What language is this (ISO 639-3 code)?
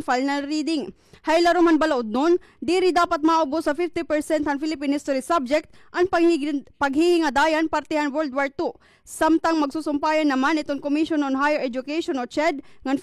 war